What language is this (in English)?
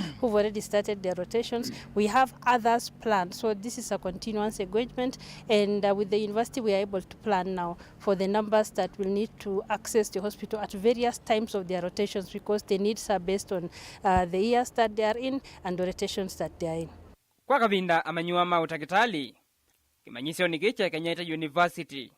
Kamba